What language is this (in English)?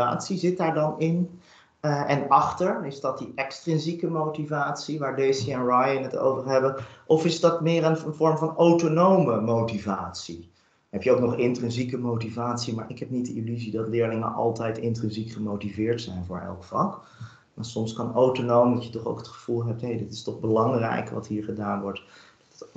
Dutch